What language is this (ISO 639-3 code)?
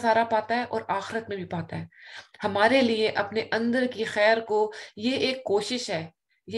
urd